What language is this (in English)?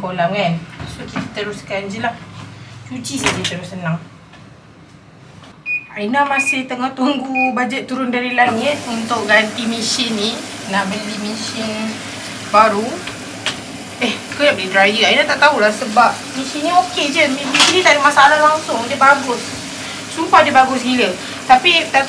Malay